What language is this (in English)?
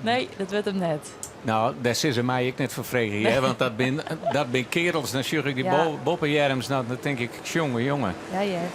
Western Frisian